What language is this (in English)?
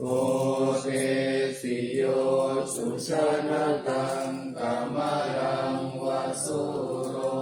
Pali